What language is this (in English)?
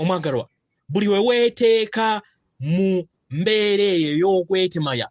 Ganda